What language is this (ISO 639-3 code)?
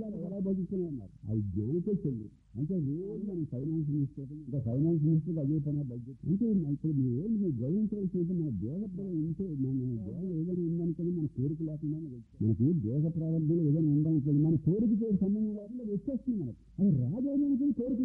tel